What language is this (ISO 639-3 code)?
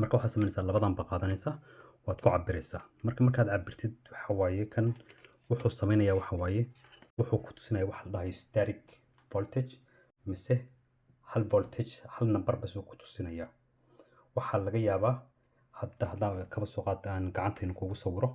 som